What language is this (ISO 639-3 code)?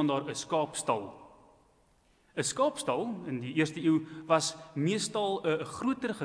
afr